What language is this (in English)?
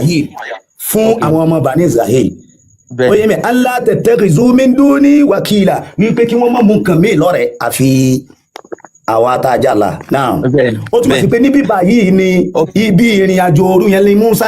Yoruba